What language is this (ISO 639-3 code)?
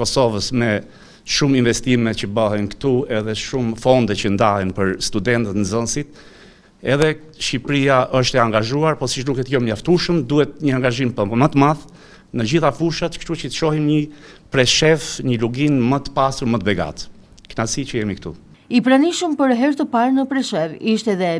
sqi